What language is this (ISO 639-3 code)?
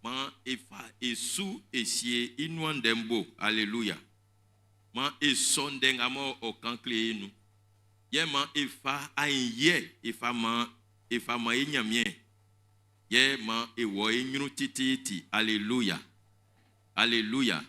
bci